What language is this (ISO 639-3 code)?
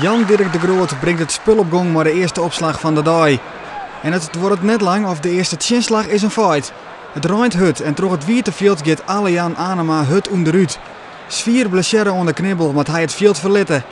fry